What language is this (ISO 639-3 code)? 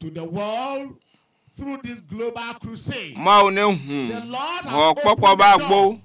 ewe